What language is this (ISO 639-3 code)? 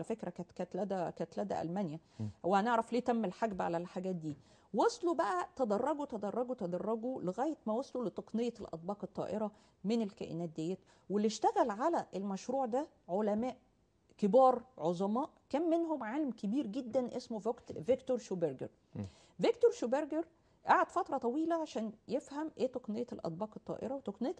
arz